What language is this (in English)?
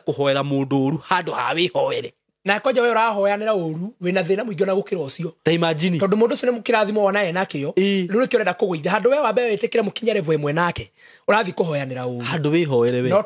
Kikuyu